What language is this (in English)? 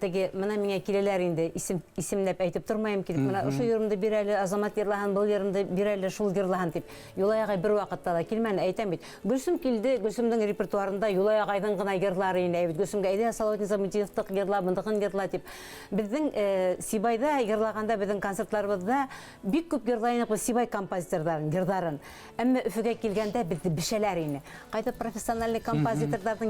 Bashkir